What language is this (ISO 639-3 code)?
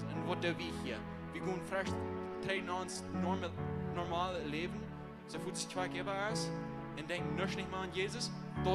pdt